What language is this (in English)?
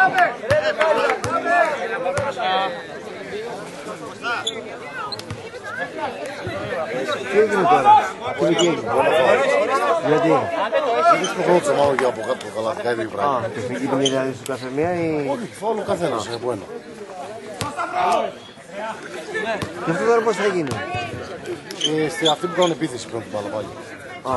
Greek